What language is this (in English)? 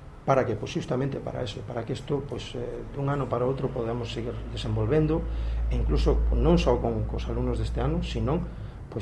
Galician